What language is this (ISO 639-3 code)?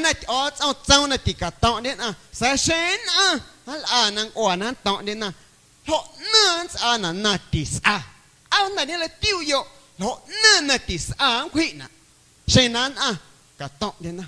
amu